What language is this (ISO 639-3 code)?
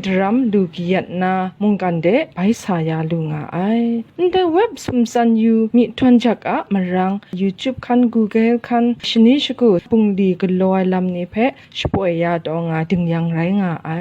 kac